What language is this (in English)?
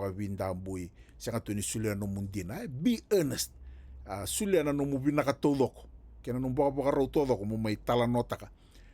Fijian